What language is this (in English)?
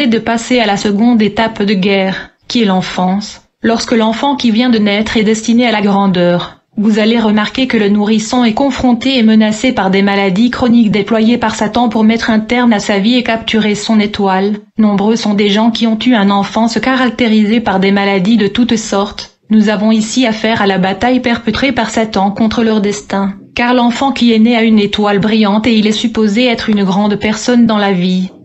French